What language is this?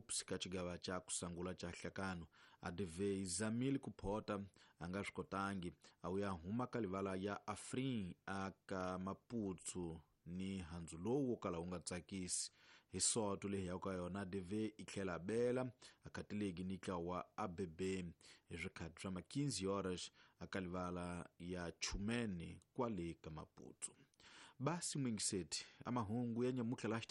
Tsonga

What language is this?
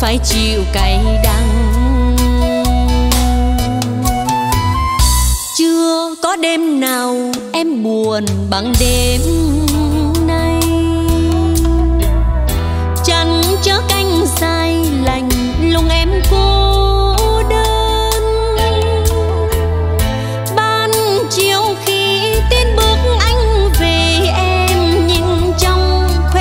Vietnamese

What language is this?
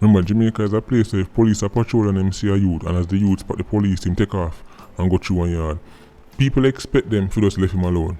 Jamaican Creole English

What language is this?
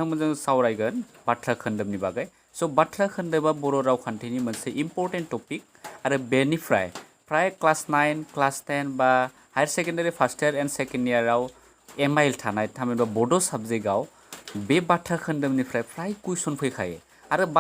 Bodo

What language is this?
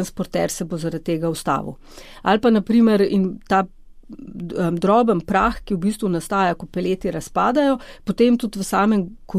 Slovenian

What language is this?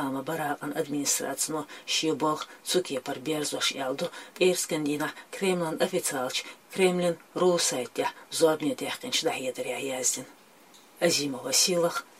Chechen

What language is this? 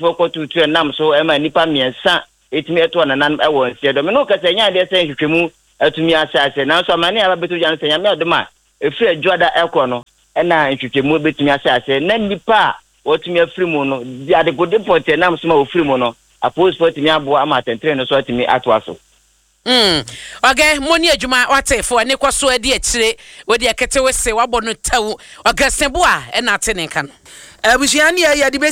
Akan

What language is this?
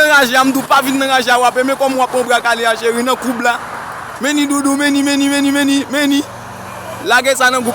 Haitian Creole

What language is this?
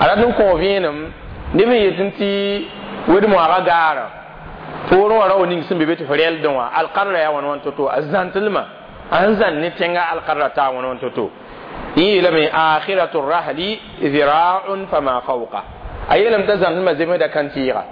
Mossi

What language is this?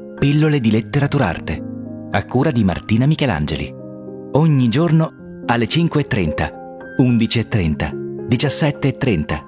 Italian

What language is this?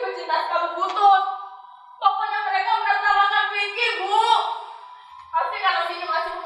Indonesian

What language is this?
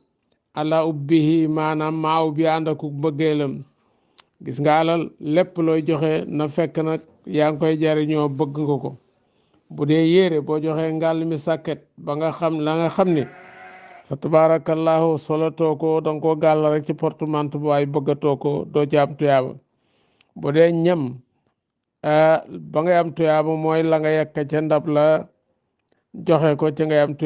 Wolof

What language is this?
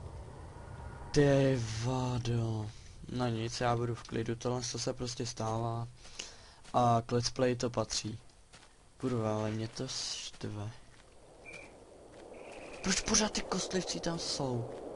Czech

